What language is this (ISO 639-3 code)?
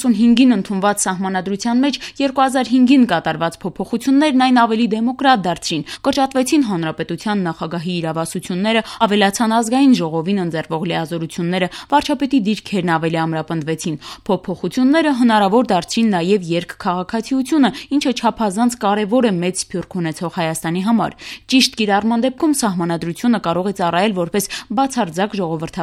hye